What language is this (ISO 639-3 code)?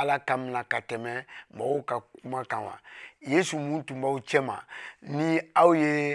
bam